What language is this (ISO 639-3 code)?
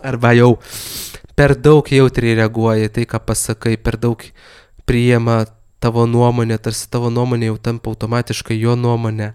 lit